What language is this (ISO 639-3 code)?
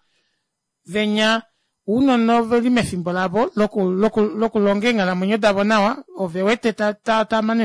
kua